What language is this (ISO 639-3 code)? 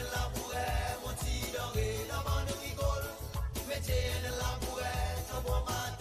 crs